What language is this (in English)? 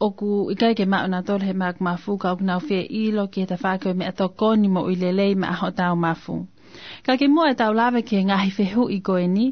Tongan